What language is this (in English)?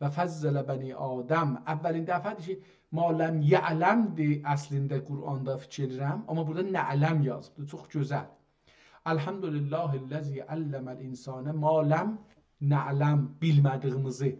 South Azerbaijani